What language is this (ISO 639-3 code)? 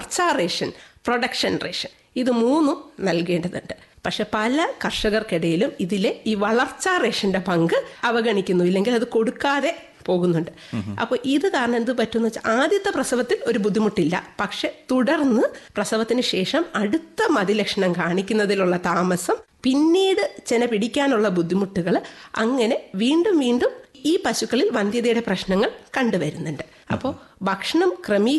mal